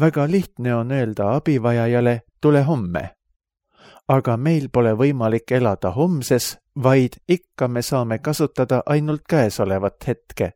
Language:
Estonian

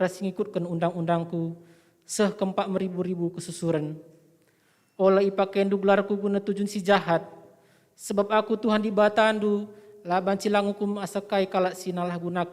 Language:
Batak Karo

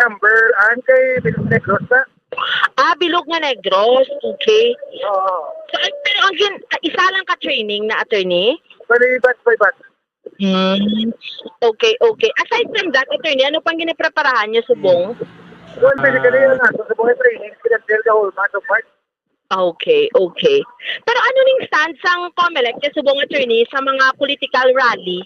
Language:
Hiligaynon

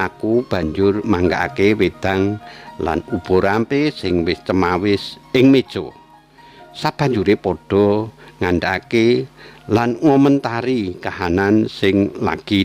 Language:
Javanese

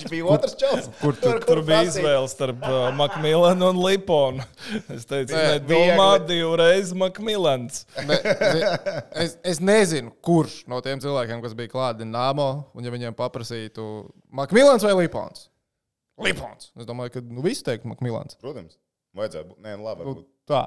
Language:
Latvian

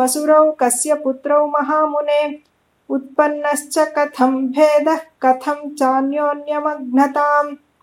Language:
Sanskrit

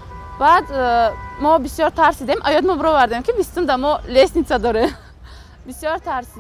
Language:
Tajik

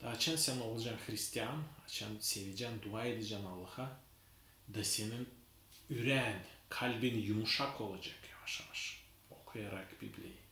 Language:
Gagauz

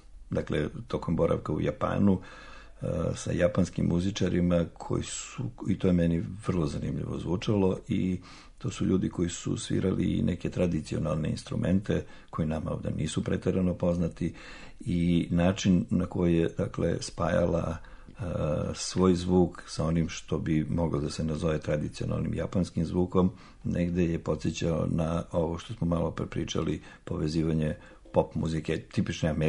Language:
Serbian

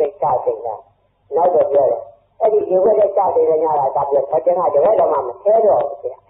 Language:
Burmese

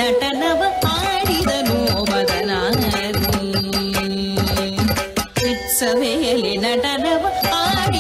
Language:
Kannada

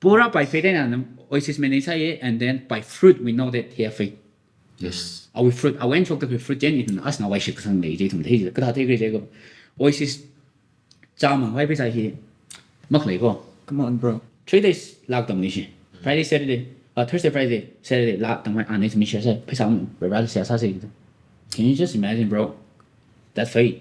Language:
Tangkhul Naga (India)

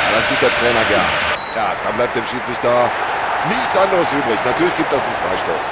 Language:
Bavarian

